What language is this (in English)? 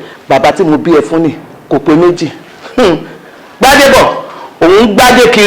Yoruba